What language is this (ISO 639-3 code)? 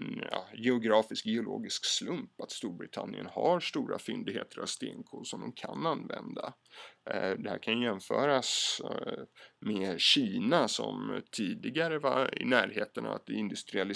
swe